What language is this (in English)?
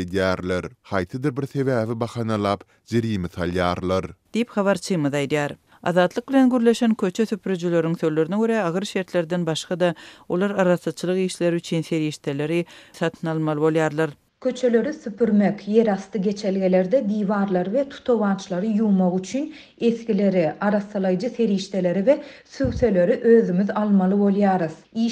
Turkmen